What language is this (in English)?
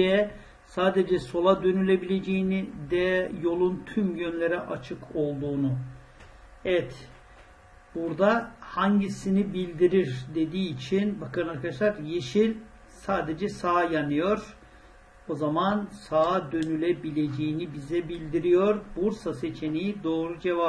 Turkish